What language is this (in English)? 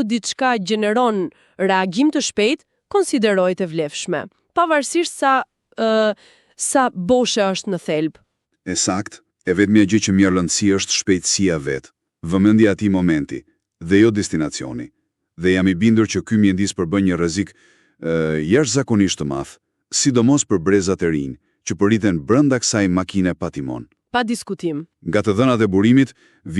Albanian